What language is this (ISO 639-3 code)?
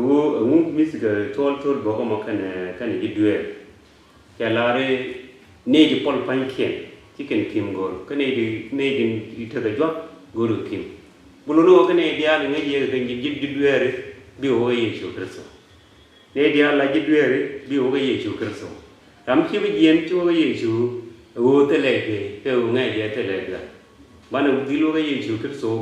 nus